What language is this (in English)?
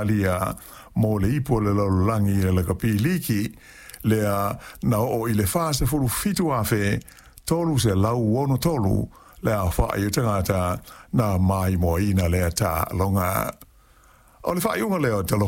Samoan